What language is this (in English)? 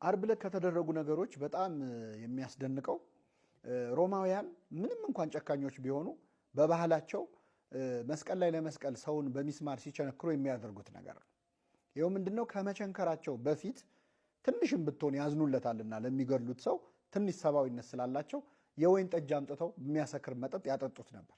Amharic